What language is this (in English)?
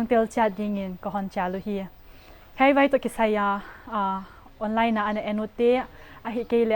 Paite Chin